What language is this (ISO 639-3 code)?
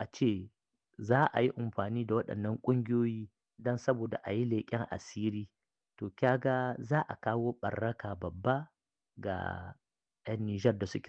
hau